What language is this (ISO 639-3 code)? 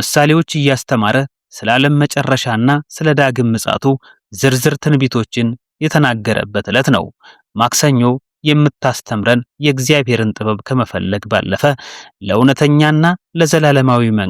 amh